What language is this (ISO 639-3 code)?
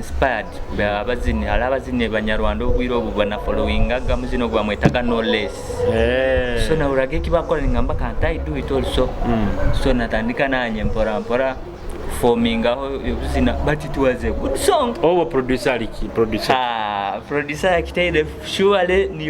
nyo